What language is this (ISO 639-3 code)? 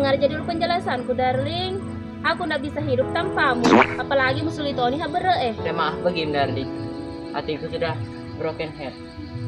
bug